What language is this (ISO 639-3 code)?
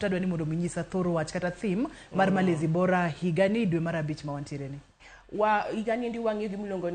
luo